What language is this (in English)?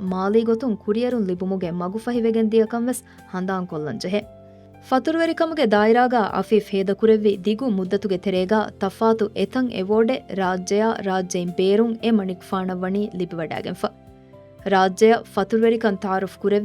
Divehi